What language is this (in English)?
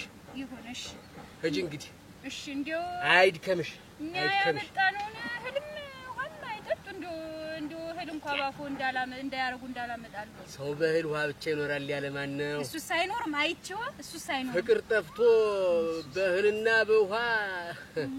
Amharic